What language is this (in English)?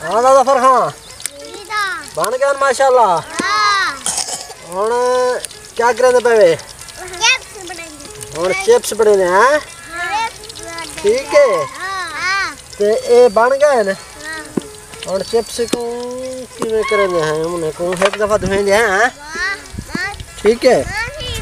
Saraiki